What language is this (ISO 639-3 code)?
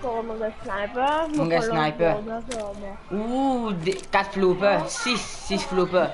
mfe